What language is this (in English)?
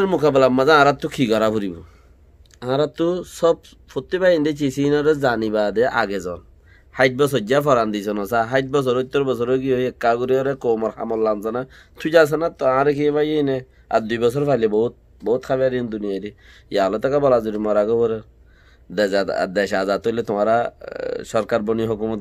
Rohingya